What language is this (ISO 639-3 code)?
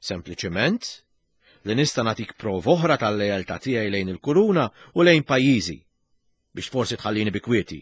mlt